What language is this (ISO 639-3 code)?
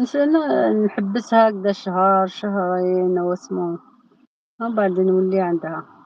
arq